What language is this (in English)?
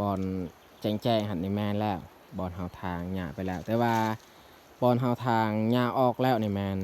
Lao